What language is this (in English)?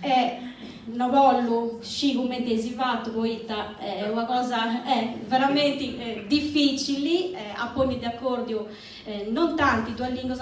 Sardinian